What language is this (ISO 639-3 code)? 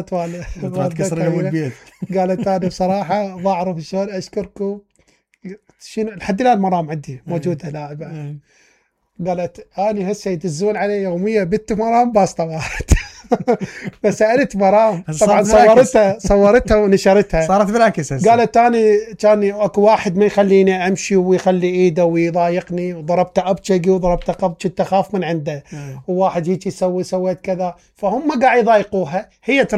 acm